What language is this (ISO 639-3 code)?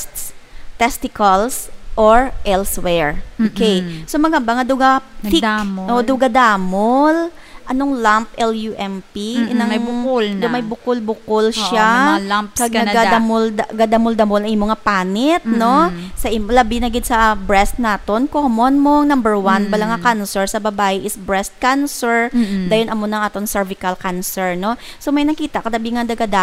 hil